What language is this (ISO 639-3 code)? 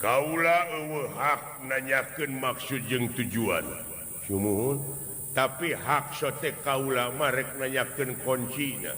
sun